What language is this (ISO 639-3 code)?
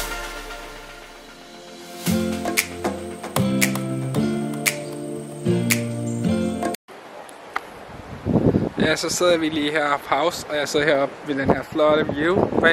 dan